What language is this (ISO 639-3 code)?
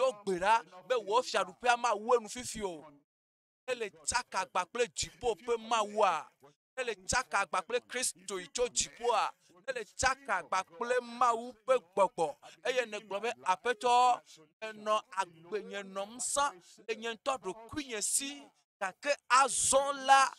ewe